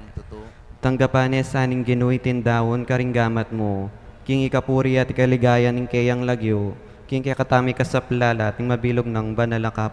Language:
Pampanga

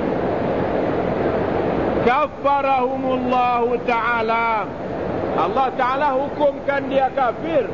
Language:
Malay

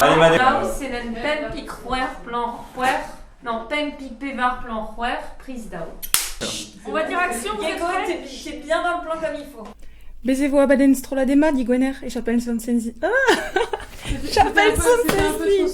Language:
Breton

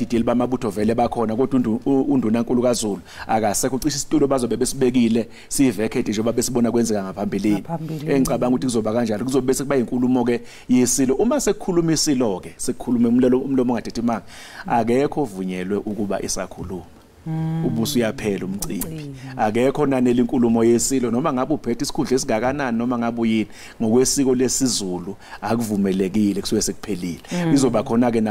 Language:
Zulu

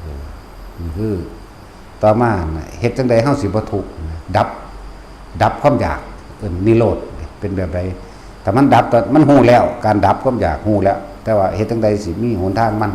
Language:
Northeastern Thai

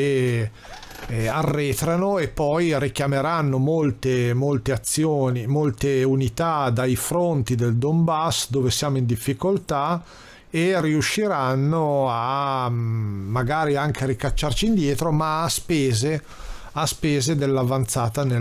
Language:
Italian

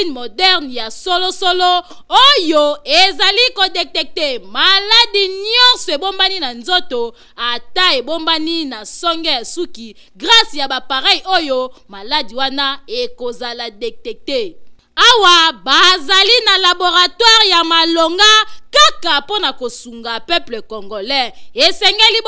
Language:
Lingala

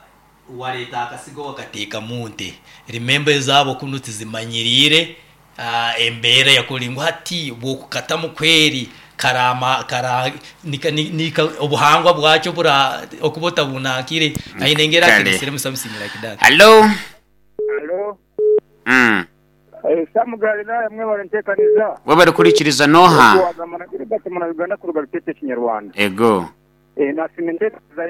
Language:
Nyoro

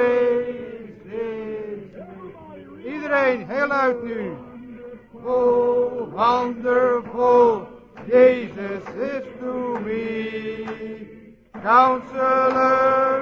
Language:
Dutch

